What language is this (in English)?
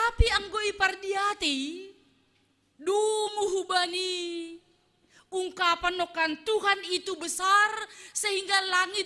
Batak Simalungun